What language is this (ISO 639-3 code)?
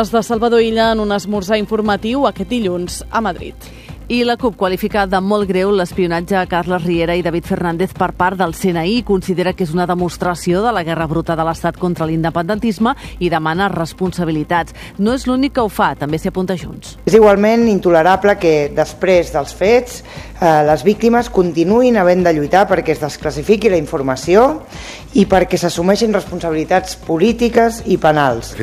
cat